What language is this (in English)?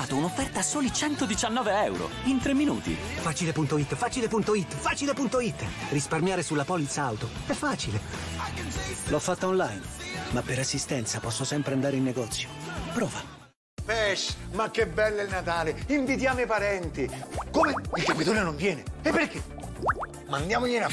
Italian